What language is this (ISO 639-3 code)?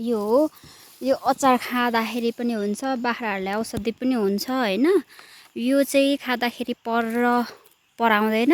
nep